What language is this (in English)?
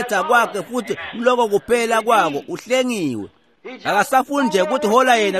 Swati